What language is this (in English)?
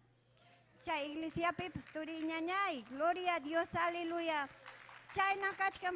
Ayacucho Quechua